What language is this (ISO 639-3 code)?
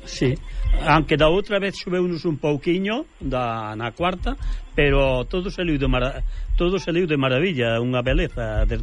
glg